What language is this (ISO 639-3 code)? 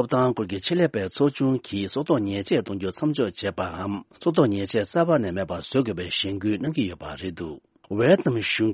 bod